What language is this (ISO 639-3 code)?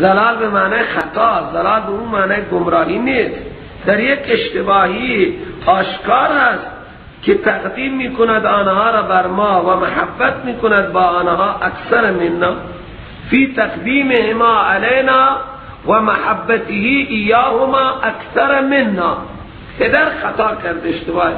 fas